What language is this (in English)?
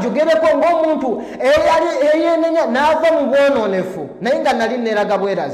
Ganda